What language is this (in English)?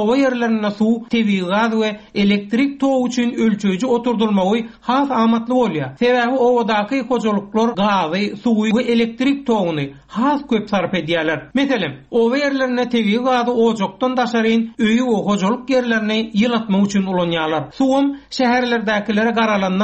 Turkmen